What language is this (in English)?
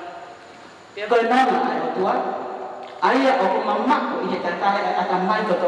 Tongan